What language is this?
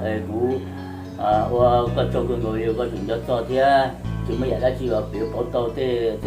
Hmong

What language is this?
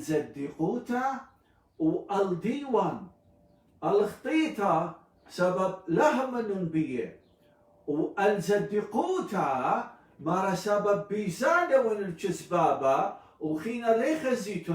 Assyrian Neo-Aramaic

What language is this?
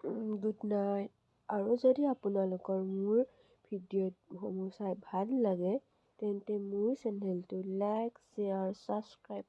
Assamese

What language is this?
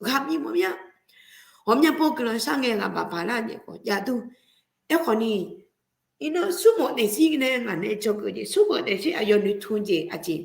Akha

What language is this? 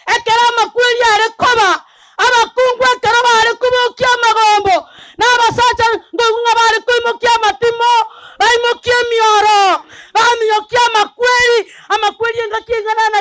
Gusii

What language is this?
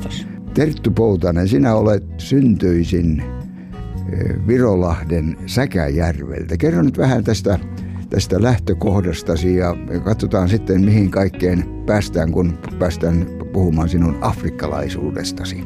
Finnish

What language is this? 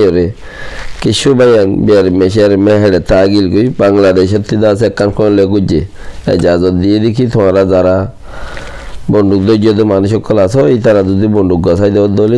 Rohingya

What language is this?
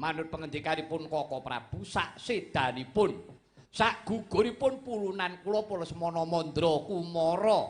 Javanese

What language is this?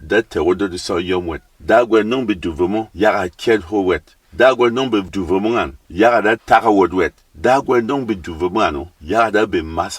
Berom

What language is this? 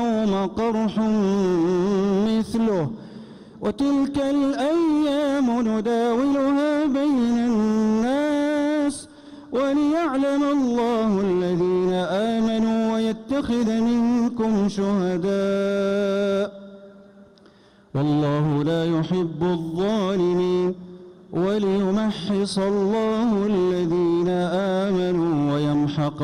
Arabic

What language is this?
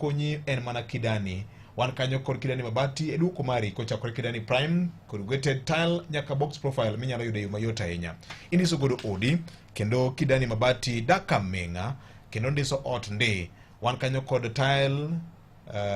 Luo (Kenya and Tanzania)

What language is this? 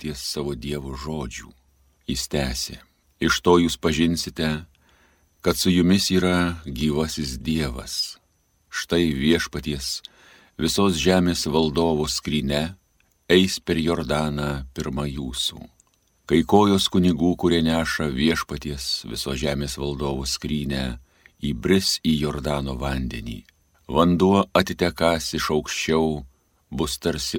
Lithuanian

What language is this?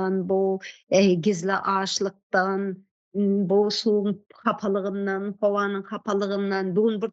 Turkmen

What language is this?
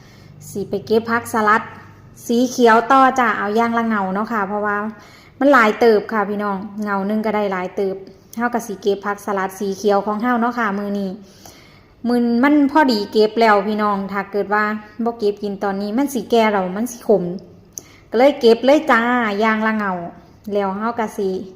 Lao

